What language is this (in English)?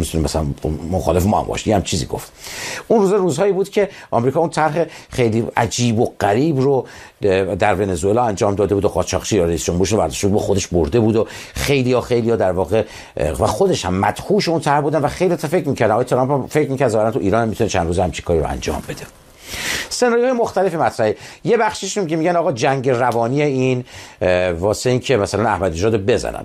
Persian